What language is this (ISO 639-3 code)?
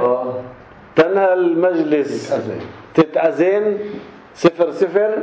apc